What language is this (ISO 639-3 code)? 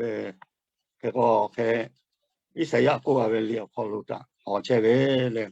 lhu